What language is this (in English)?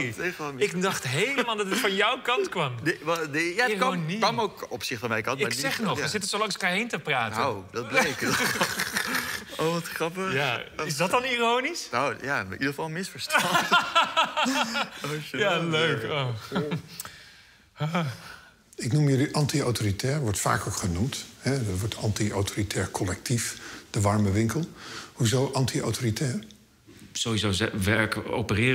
Dutch